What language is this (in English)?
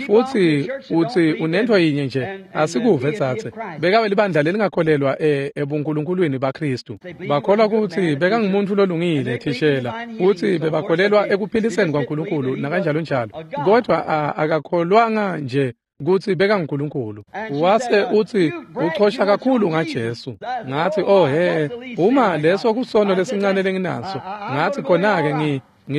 Swati